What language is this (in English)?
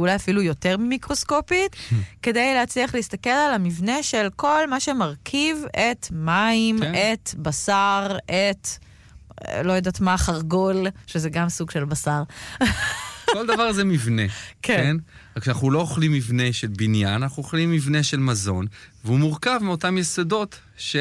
Hebrew